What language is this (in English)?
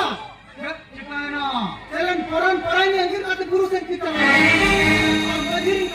Santali